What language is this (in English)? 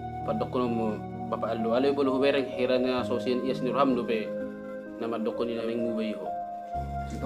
Batak Toba